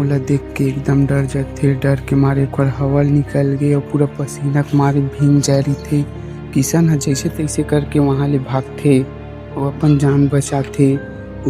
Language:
Chhattisgarhi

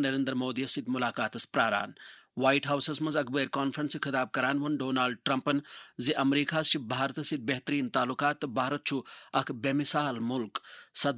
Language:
Kashmiri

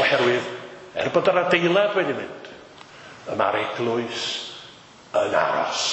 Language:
Welsh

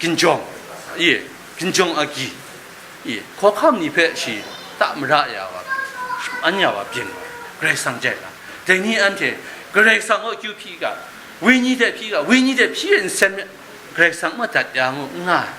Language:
Kachin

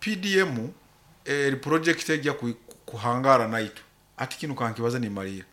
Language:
Nyoro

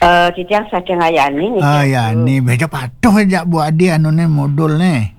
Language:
Balinese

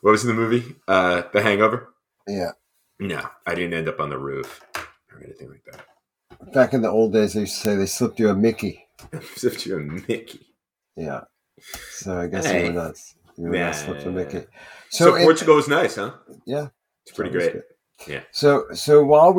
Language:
English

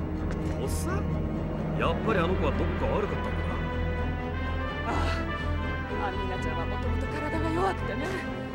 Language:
Japanese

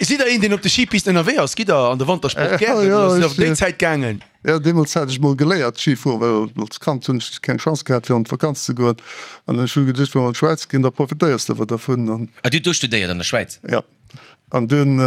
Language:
Luxembourgish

